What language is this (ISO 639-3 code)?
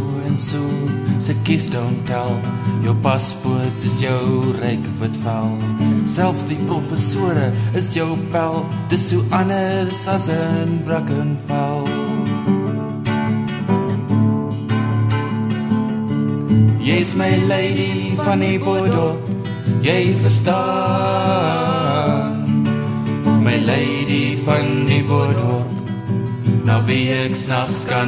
afr